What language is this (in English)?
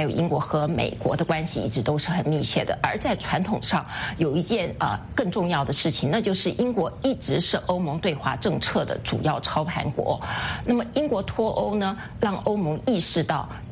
Chinese